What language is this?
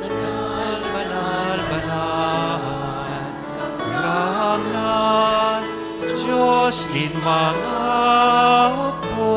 Bikol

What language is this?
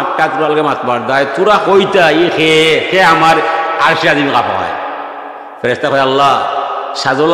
Sylheti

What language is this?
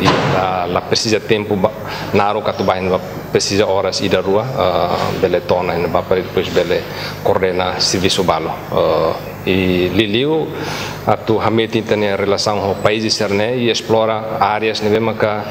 Tetum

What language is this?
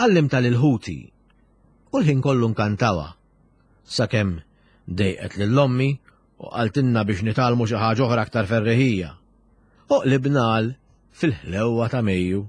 Maltese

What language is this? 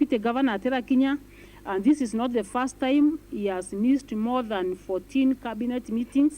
Meru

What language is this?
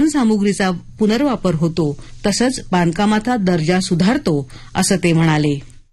Marathi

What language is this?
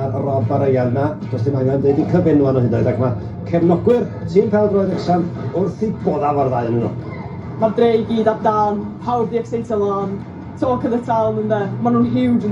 Welsh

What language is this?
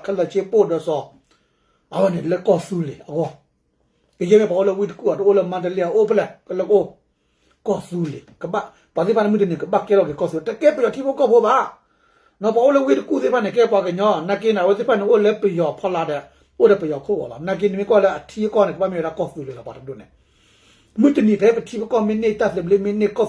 S'gaw Karen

